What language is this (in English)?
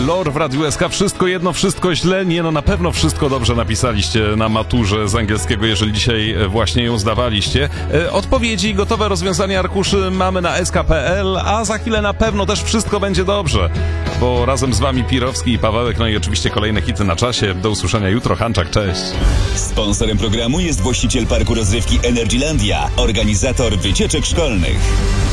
Polish